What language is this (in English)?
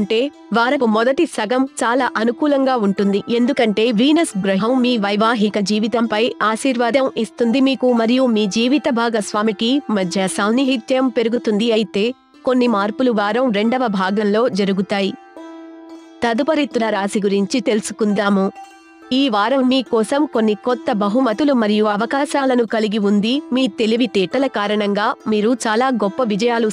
Telugu